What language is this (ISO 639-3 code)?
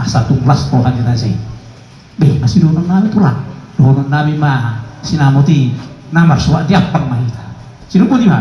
bbc